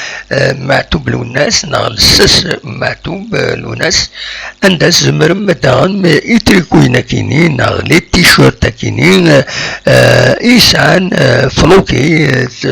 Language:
Kabyle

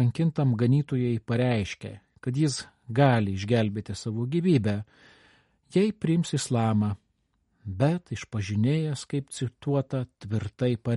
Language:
Lithuanian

